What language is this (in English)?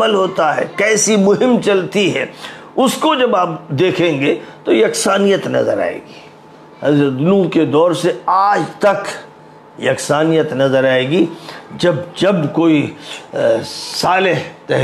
Urdu